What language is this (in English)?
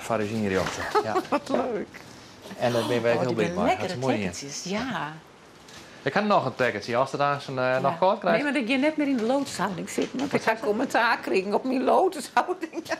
Western Frisian